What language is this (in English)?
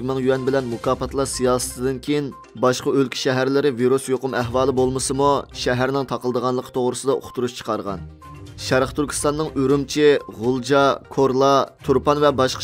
Uyghur